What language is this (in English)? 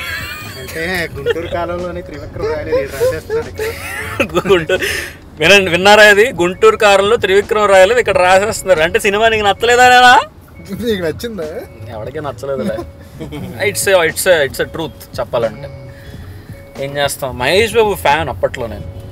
Telugu